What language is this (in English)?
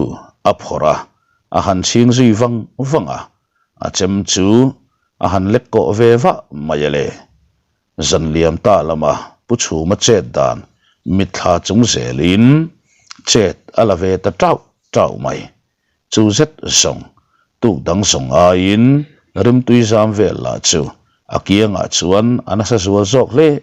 Mizo